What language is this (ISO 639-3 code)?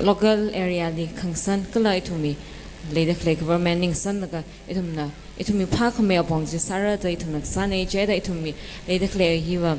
nmf